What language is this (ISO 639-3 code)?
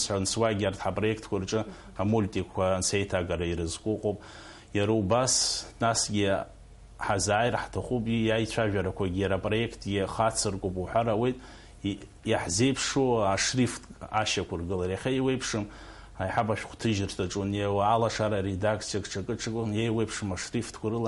abk